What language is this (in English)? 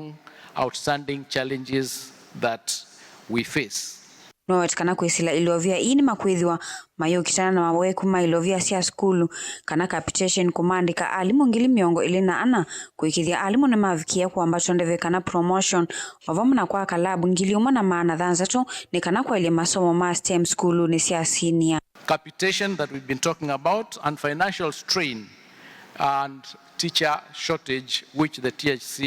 Kamba